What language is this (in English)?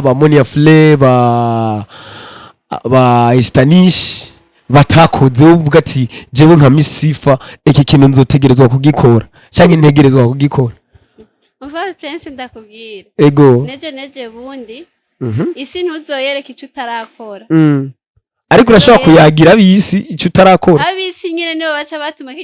Rundi